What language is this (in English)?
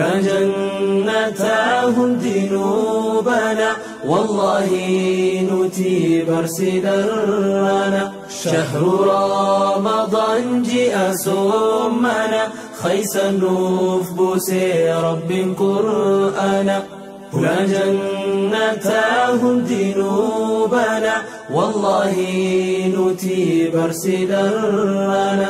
Oromo